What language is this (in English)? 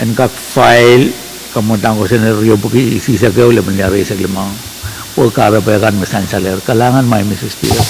Pohnpeian